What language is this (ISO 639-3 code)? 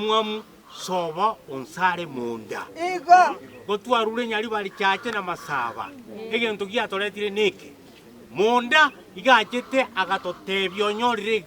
guz